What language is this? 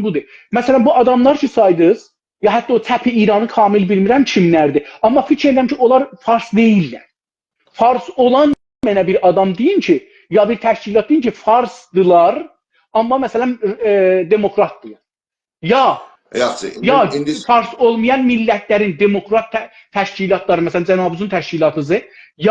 South Azerbaijani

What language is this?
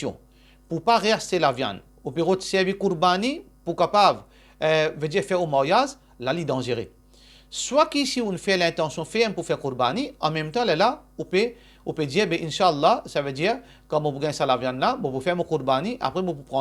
Morisyen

